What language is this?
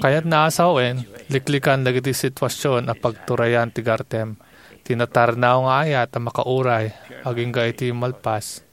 Iloko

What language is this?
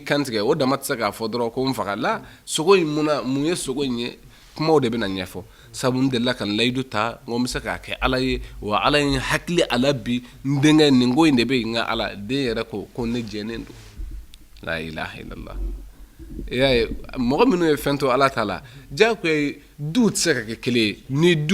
Bambara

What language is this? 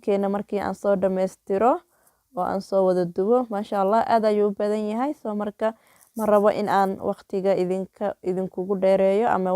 Somali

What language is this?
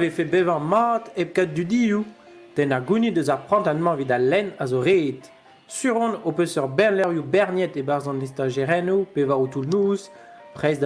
Breton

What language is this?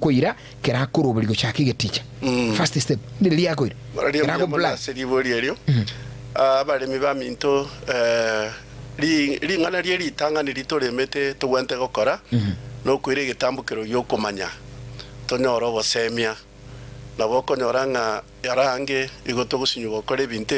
Gusii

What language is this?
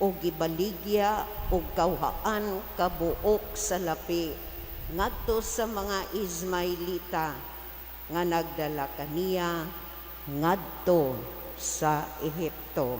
Cebuano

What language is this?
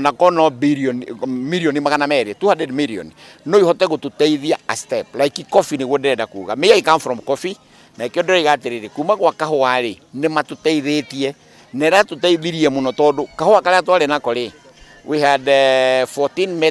Kikuyu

